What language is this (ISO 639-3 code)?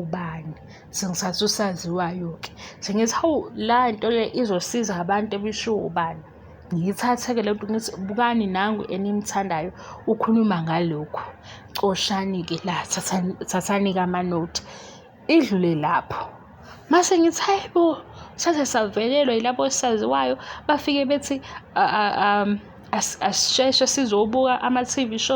zul